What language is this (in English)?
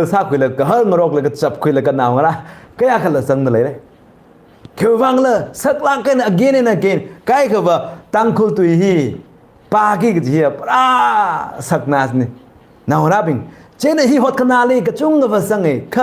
Tangkhul Naga (India)